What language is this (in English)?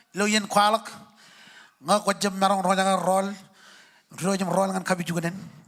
Marshallese